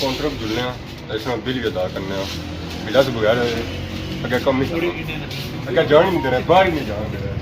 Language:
Pahari-Potwari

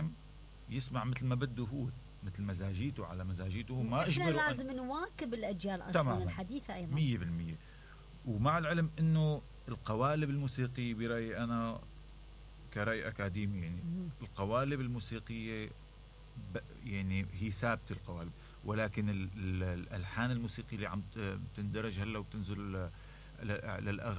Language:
Mesopotamian Arabic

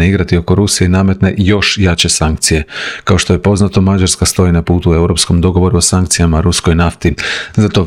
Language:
Croatian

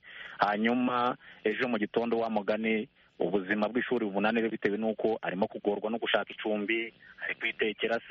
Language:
Kinyarwanda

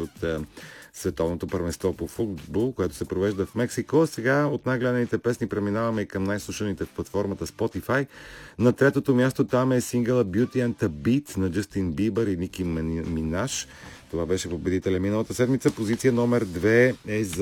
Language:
Bulgarian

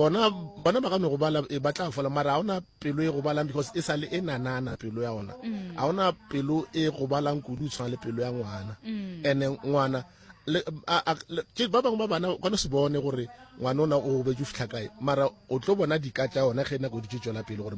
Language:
Northern Sotho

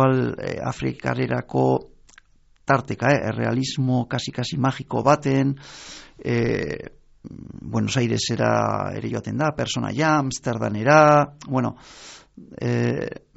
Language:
Basque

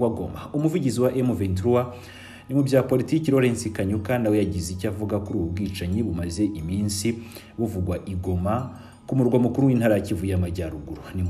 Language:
Kinyarwanda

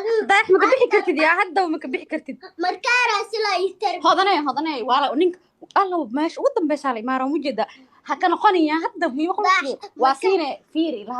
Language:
Somali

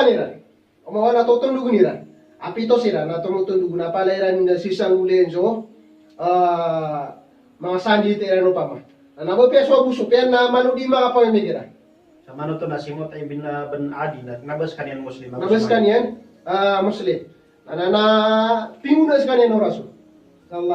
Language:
Maranao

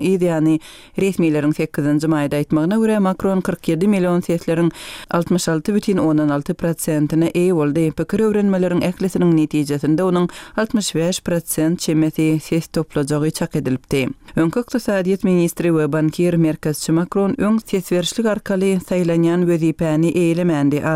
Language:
Kyrgyz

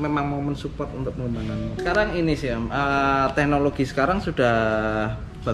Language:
Indonesian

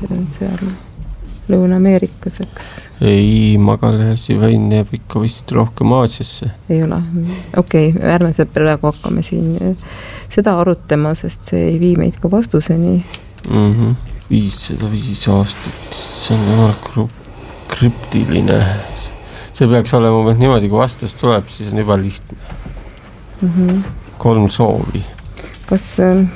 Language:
Estonian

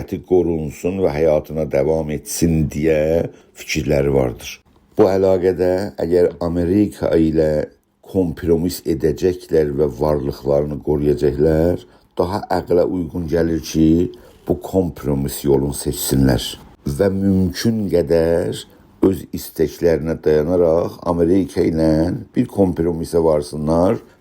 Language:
South Azerbaijani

